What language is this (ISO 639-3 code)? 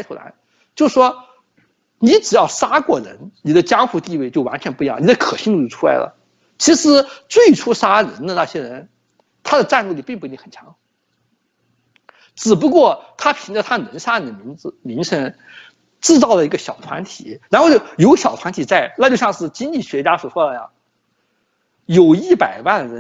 zho